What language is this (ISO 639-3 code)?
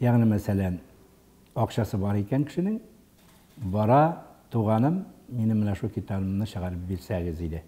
tat